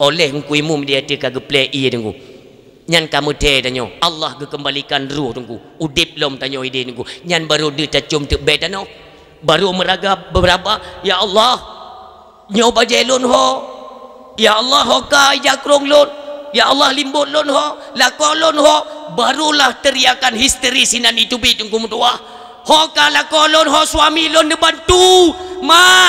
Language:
Achinese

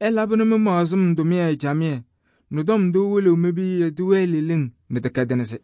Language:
Kabiyè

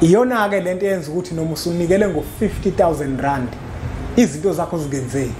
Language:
Zulu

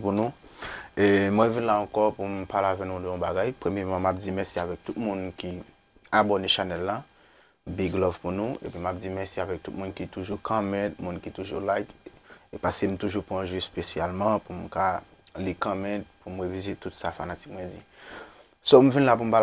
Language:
Haitian Creole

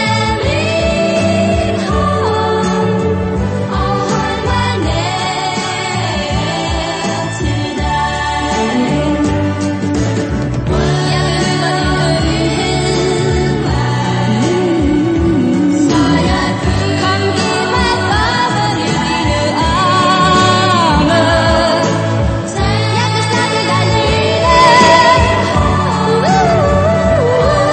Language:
Danish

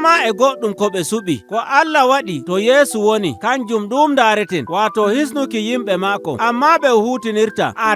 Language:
Nigerian Fulfulde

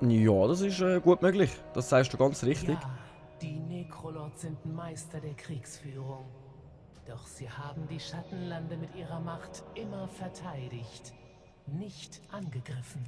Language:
Swiss German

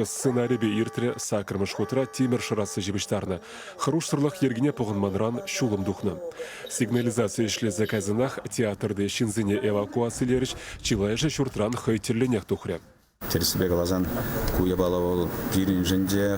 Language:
Chuvash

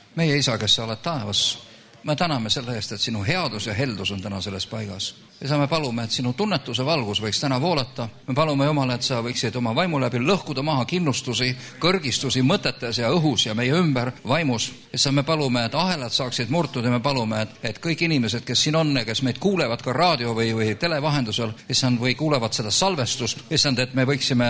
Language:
Estonian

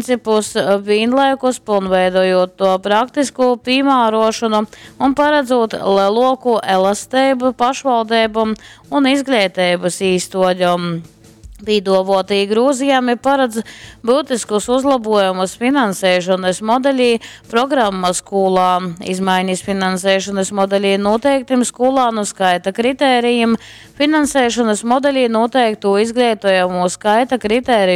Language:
Latgalian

